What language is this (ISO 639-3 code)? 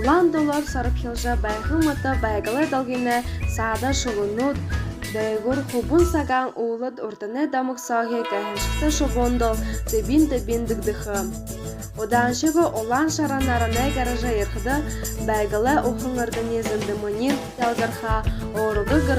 bua